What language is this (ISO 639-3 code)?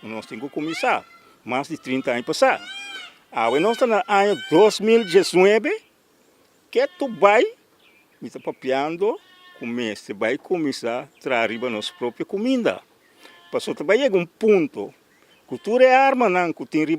pap